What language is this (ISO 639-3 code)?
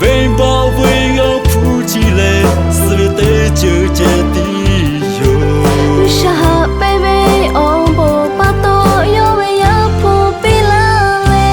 lhu